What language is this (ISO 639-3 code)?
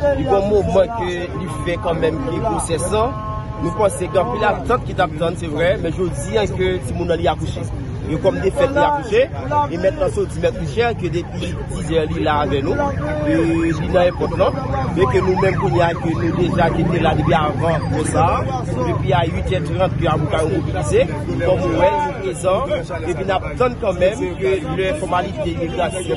hat